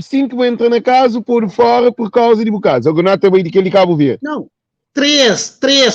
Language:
Kabuverdianu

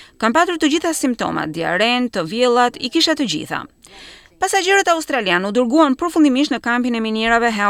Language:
Albanian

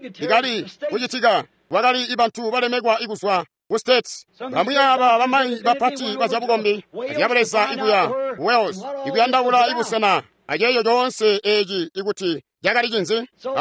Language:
Tonga (Zambia)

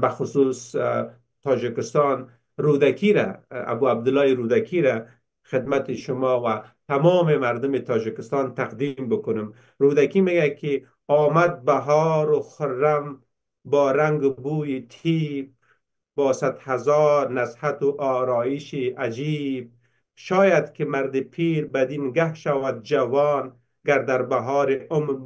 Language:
Persian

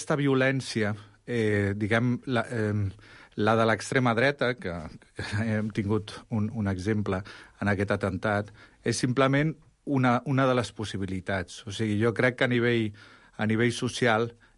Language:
Catalan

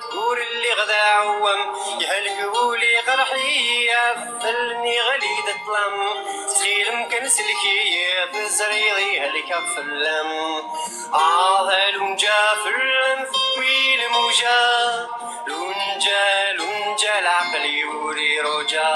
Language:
Kabyle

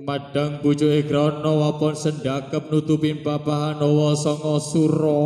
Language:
Javanese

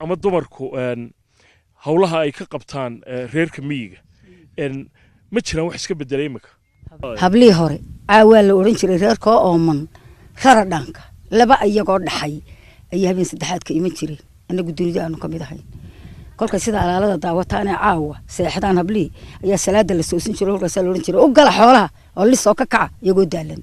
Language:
Somali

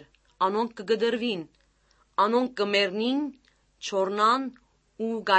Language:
Armenian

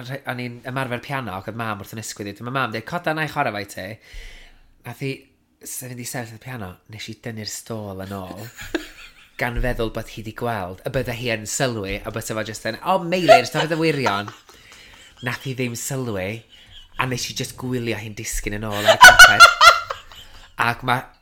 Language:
Welsh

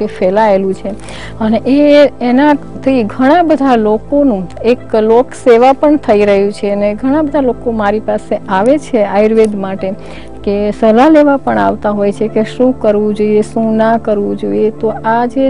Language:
Gujarati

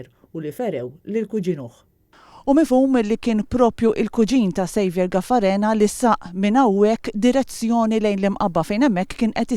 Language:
Maltese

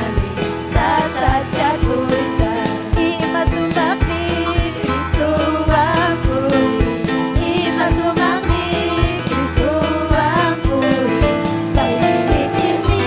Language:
Ayacucho Quechua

